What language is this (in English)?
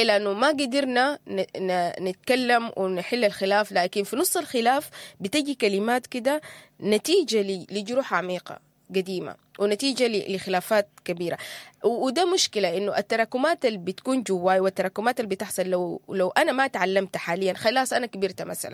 Sudanese Arabic